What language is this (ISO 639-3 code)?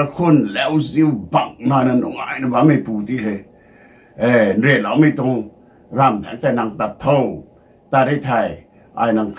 nbu